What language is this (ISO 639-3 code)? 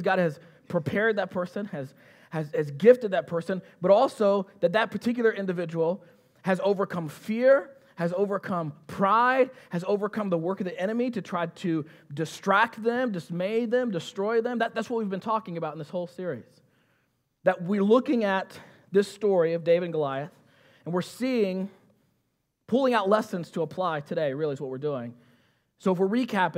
eng